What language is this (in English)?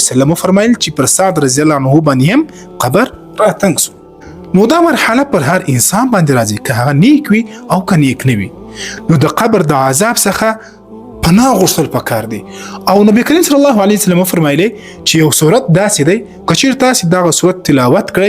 Pashto